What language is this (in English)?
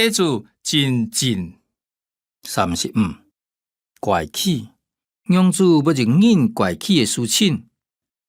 Hakka Chinese